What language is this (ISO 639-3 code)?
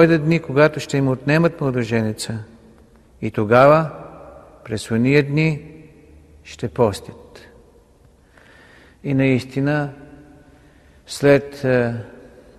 bul